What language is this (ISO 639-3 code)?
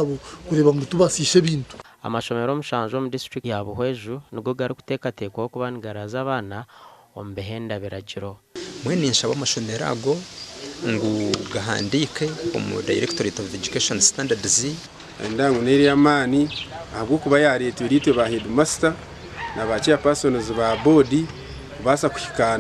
nyn